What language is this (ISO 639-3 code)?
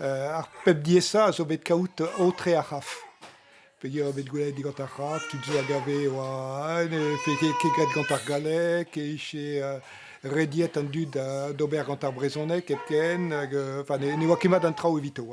bre